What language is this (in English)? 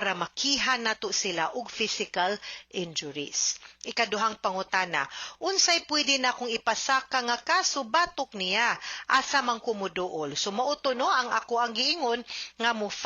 Cebuano